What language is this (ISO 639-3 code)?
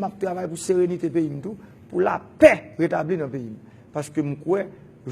hat